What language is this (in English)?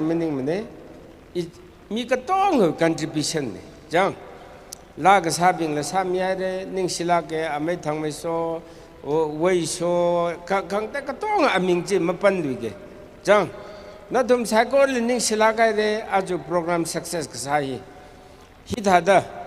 Tangkhul Naga (India)